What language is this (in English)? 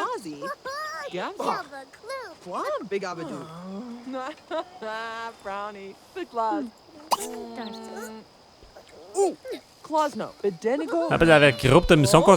Bavarian